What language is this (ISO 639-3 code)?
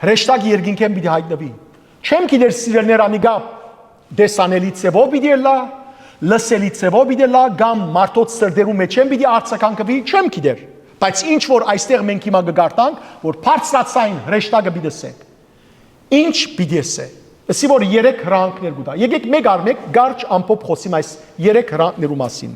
hyw